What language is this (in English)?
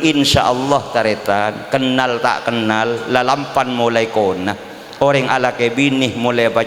Madurese